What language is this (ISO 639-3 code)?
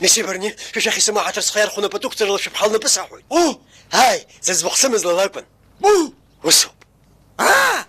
abk